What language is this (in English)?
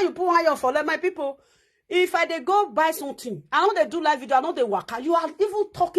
Nigerian Pidgin